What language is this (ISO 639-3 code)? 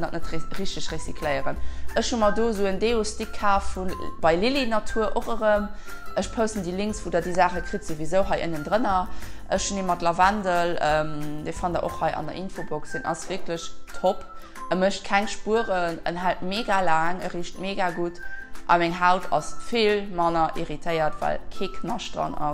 ltz